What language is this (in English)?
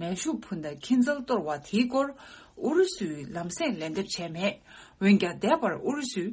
Tibetan